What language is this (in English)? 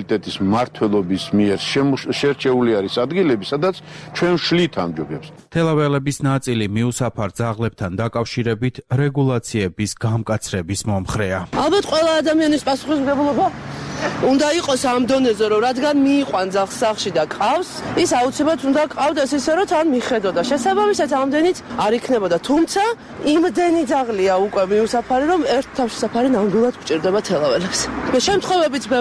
Georgian